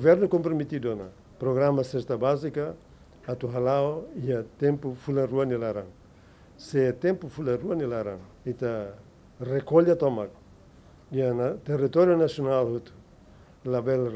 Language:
Tetum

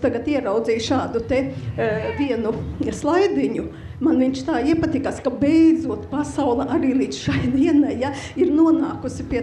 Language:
Latvian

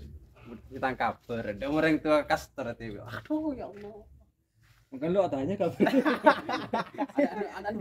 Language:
Madurese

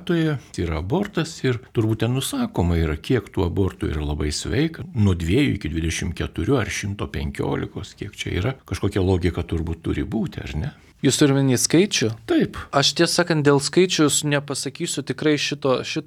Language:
Lithuanian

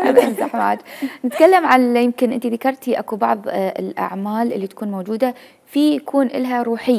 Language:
Mesopotamian Arabic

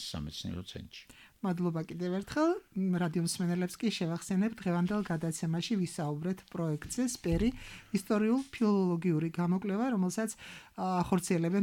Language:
Georgian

